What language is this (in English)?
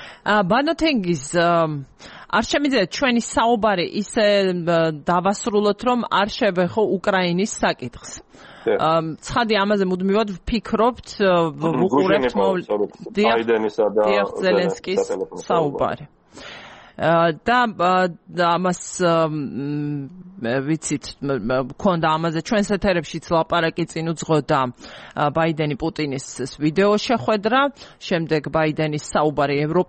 Georgian